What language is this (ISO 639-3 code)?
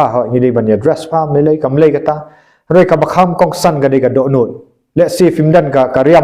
kha